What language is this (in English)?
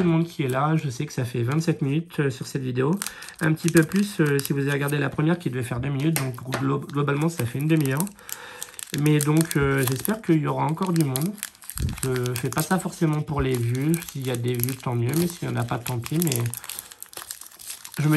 French